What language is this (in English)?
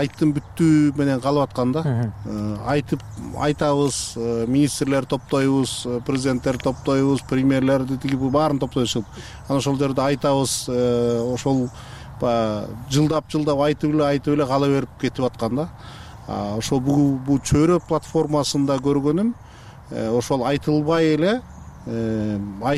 Kyrgyz